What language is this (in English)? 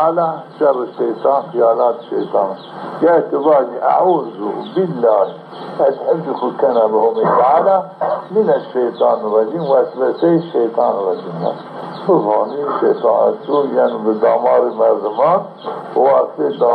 Zaza